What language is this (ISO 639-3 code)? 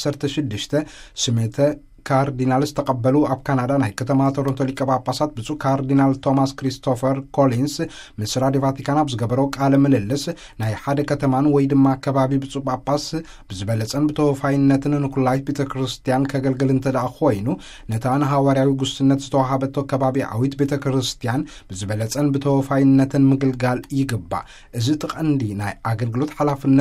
tir